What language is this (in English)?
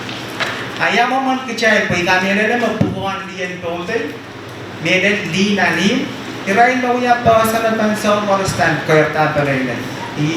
Pohnpeian